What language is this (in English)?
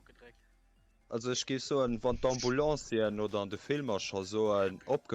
Luxembourgish